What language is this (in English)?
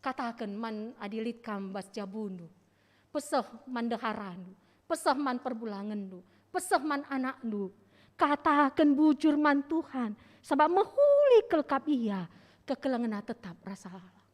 Batak Karo